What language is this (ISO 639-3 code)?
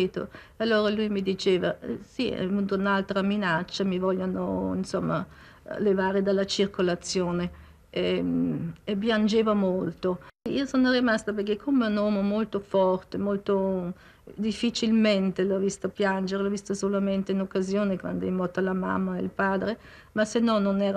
ita